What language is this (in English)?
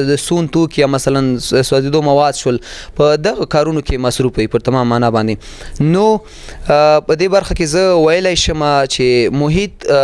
Pashto